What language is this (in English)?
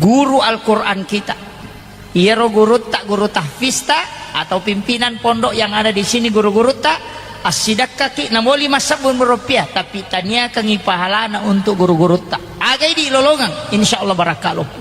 Buginese